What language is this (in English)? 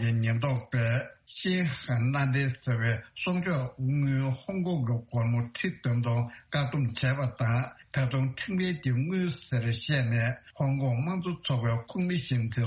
Tibetan